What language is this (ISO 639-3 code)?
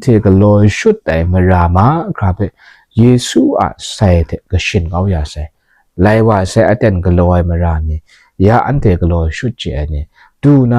kac